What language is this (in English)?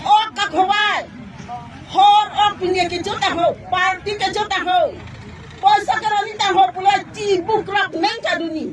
Karbi